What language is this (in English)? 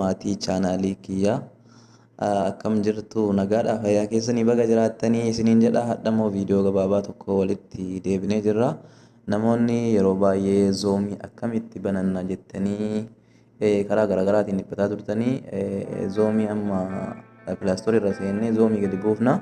Oromo